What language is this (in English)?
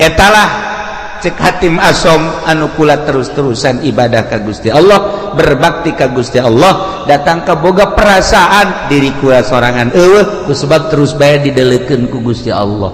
Sundanese